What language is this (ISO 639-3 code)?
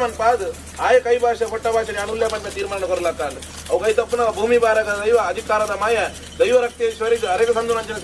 tcy